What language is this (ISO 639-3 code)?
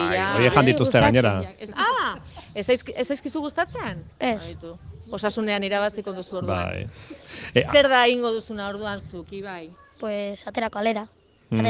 eus